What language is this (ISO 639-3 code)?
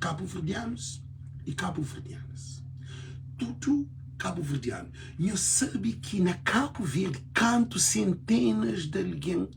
kea